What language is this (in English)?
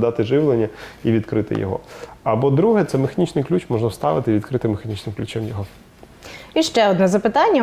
Ukrainian